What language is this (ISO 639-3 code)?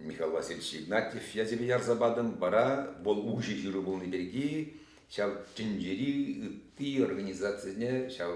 chv